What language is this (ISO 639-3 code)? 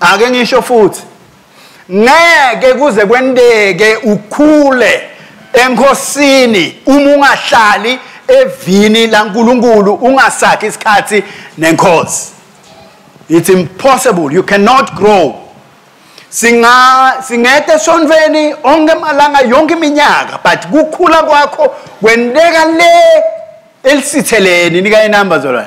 ssw